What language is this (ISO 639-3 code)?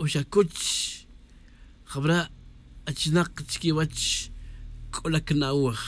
tzj